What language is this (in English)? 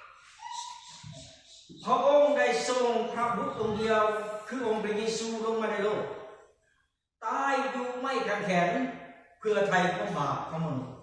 Lao